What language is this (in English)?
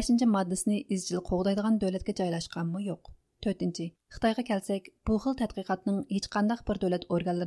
Uyghur